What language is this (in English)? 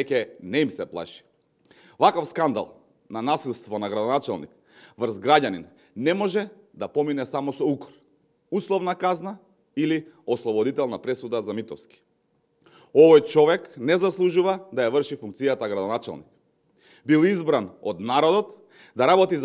Macedonian